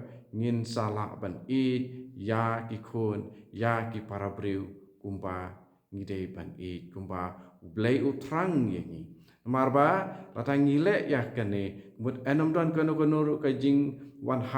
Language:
Khasi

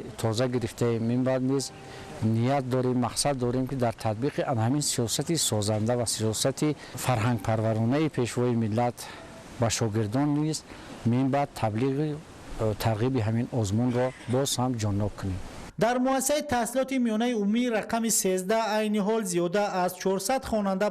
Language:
Tajik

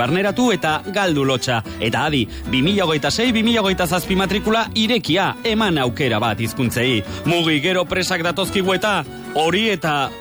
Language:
Basque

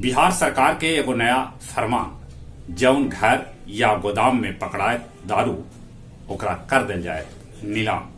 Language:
Magahi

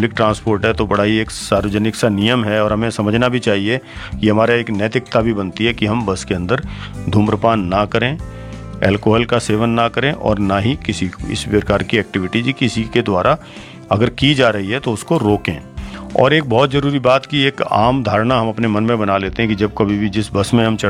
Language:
Hindi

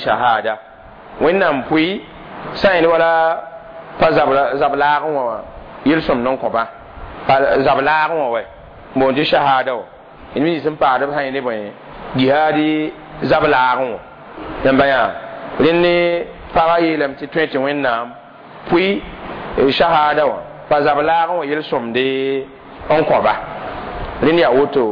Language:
Mossi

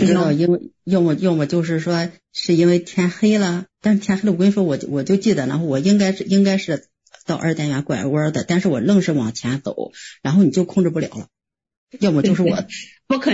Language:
Chinese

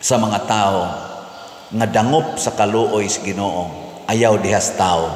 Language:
Cebuano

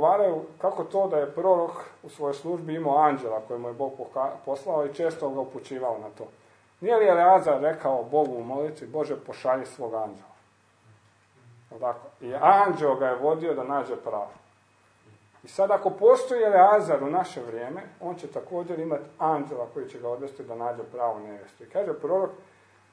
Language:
Croatian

